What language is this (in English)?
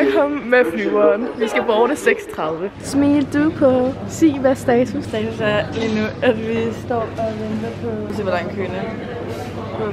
Danish